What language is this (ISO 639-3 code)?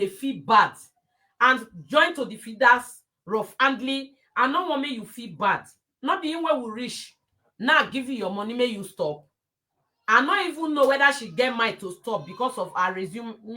pcm